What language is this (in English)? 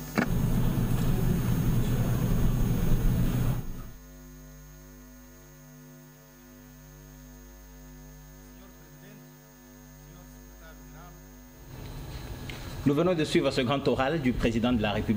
French